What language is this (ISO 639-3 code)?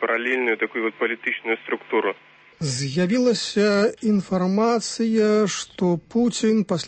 bel